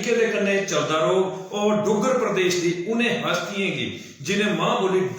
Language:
Dogri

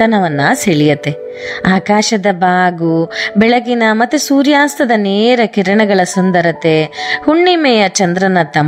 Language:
Kannada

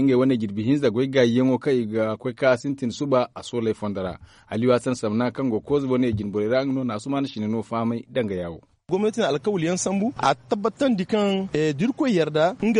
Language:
Zarma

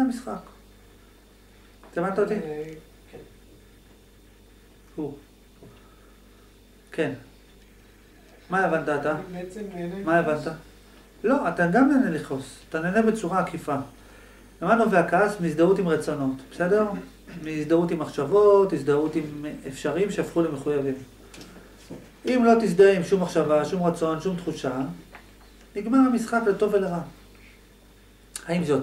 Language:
Hebrew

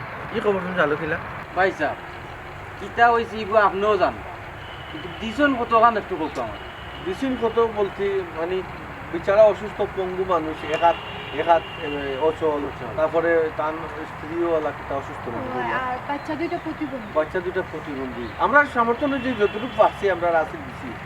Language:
Sylheti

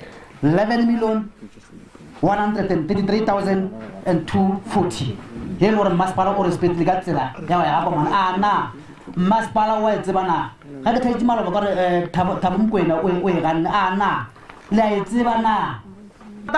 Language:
Tswana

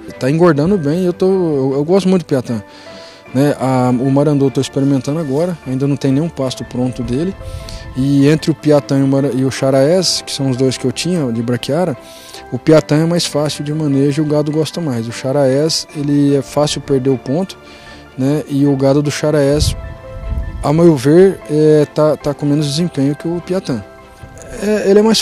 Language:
Portuguese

